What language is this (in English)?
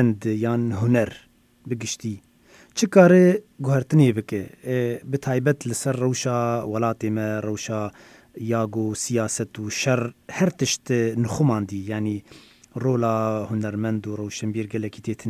Kurdish